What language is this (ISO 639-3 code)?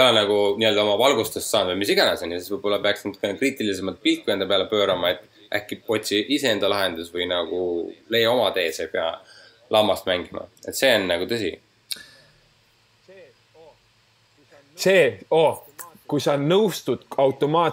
est